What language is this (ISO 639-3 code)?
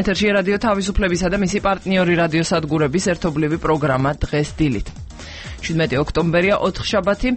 kat